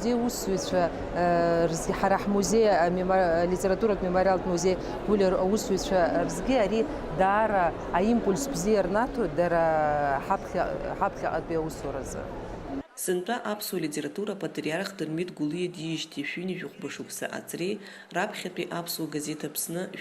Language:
Abkhazian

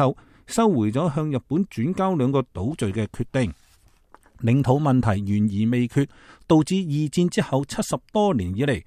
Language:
Cantonese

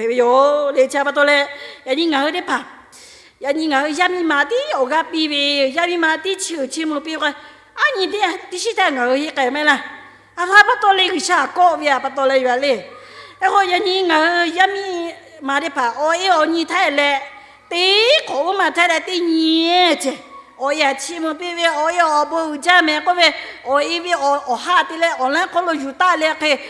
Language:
Lahu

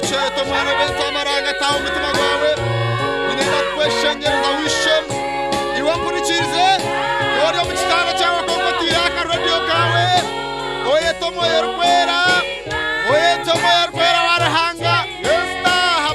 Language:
Nyankole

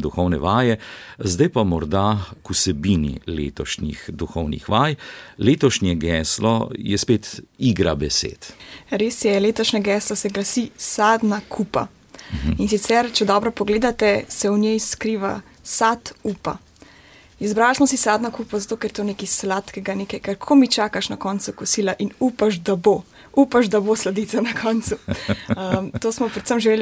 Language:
Slovenian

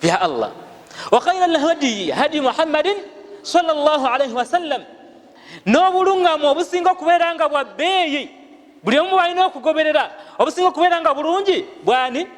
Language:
Ganda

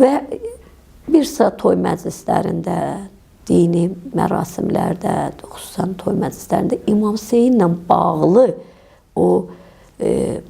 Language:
Azerbaijani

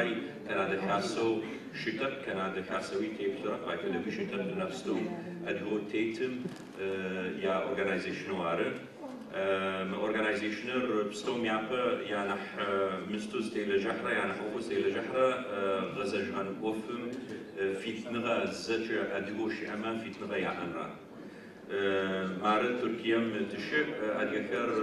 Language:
Adyghe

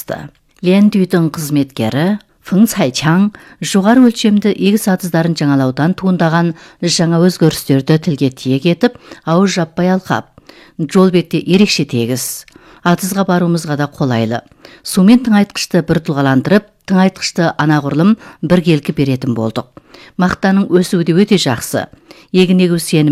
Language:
Kazakh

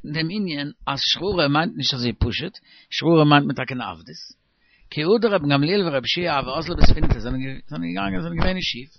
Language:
Yiddish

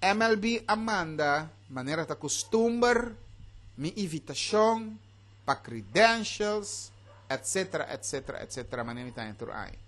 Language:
Papiamento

